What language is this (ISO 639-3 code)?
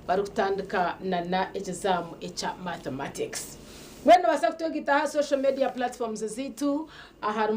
nyn